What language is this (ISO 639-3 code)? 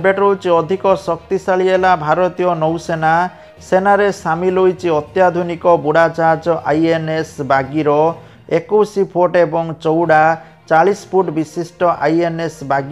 ori